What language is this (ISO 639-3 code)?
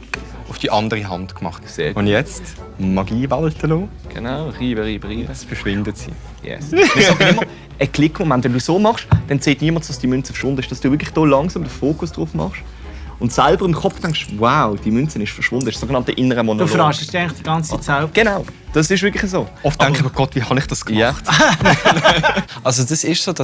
gsw